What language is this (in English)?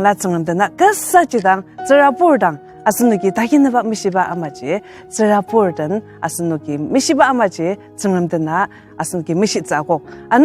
Ao Naga